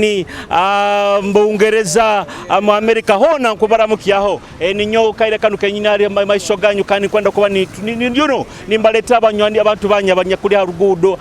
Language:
Nyoro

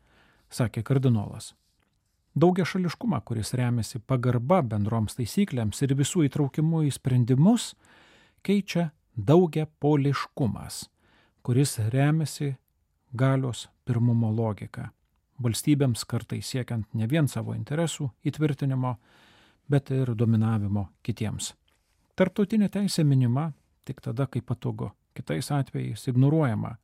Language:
Lithuanian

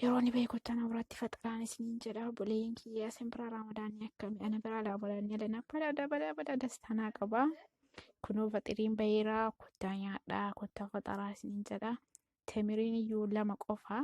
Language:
Oromo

